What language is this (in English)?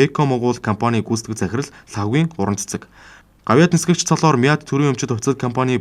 Mongolian